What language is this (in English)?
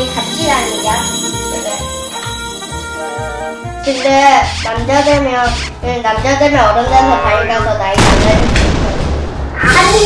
Korean